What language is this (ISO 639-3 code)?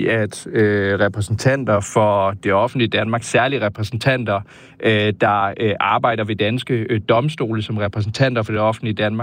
dan